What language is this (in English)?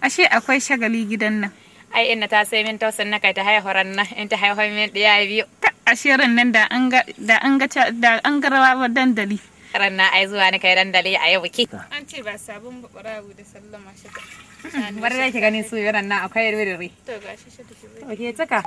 Hausa